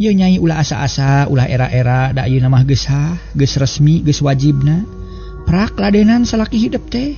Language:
Sundanese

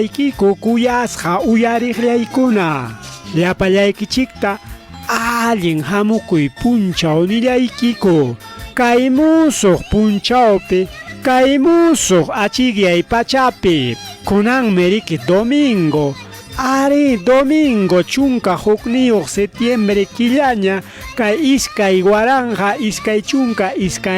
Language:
Ayacucho Quechua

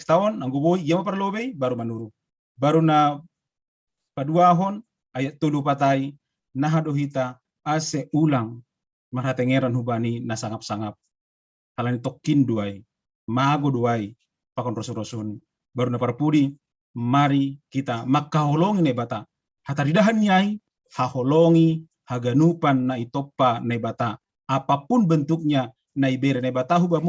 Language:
Batak Simalungun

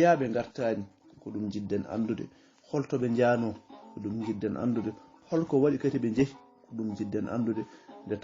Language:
Fula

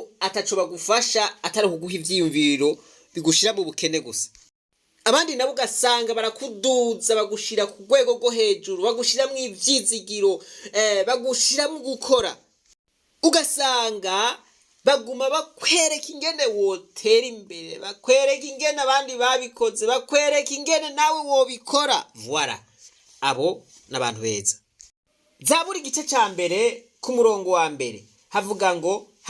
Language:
Rundi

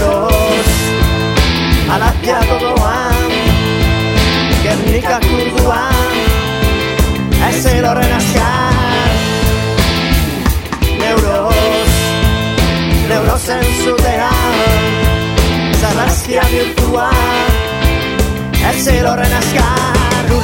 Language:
Basque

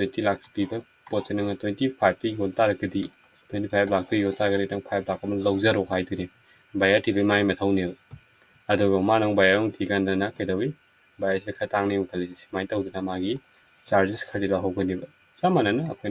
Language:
Manipuri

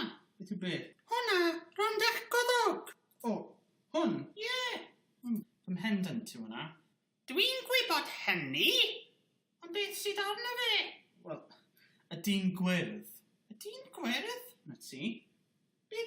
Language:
Welsh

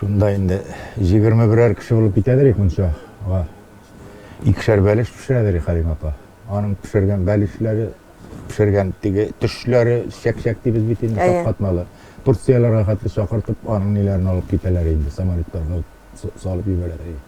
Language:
Tatar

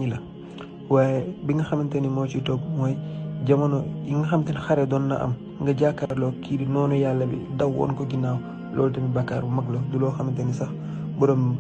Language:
Wolof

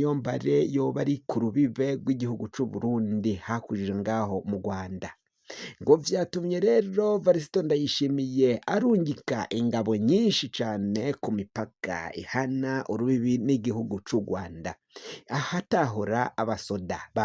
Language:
Rundi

